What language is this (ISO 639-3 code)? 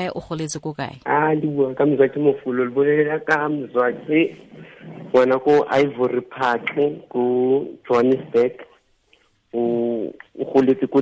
tsn